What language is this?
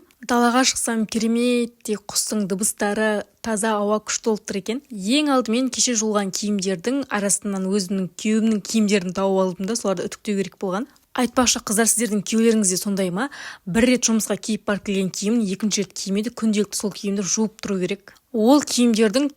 Kazakh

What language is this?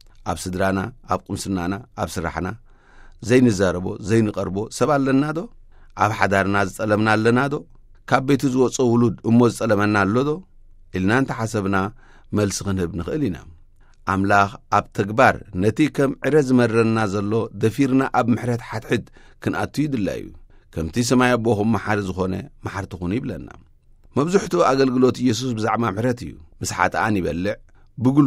Tigrinya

